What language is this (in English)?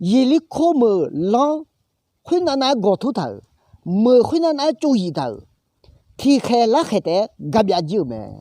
Akha